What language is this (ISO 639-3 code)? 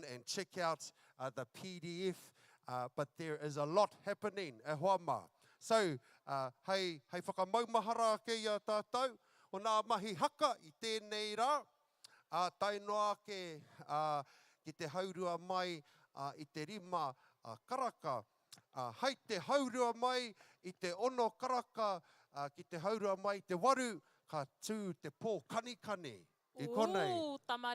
mri